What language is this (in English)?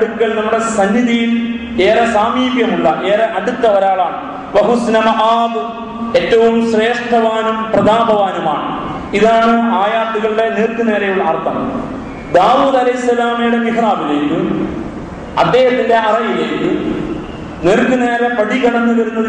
Malayalam